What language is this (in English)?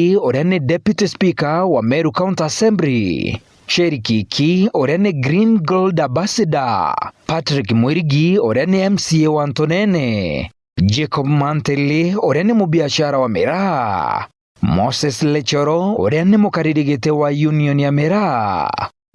Meru